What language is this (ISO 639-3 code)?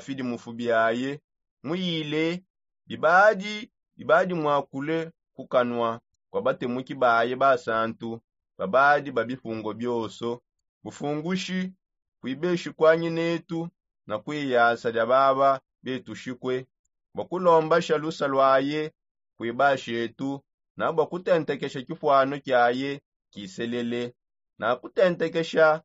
sop